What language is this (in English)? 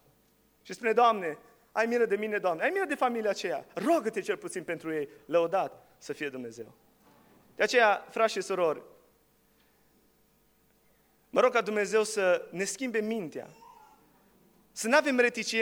Romanian